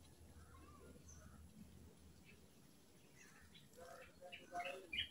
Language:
Filipino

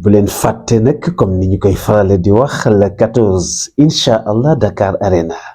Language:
Wolof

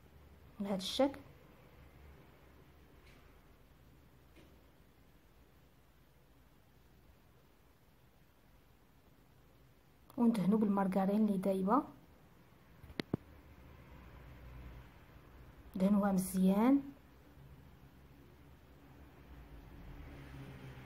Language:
Moroccan Arabic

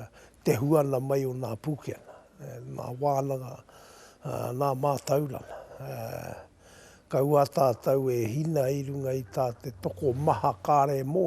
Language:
Māori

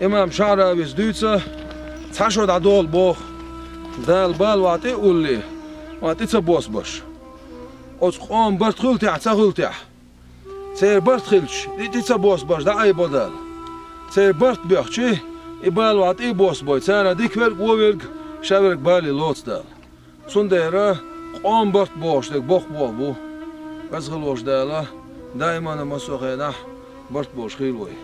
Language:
Chechen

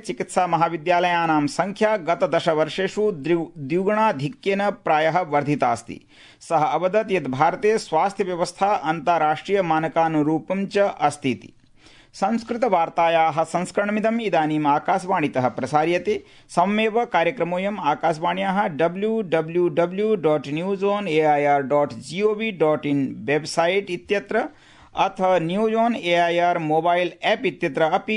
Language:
Sanskrit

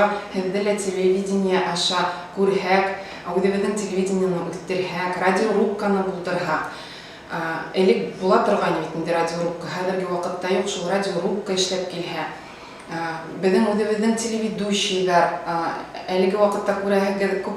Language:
Bashkir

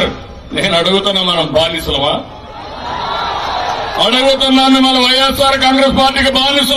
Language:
Telugu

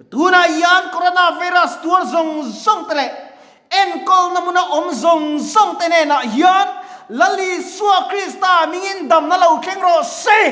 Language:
Mizo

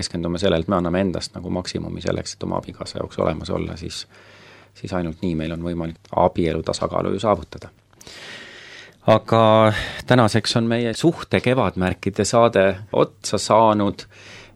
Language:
Estonian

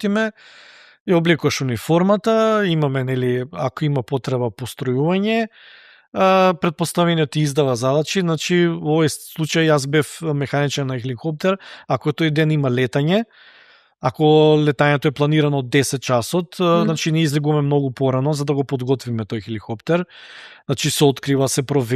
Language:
Macedonian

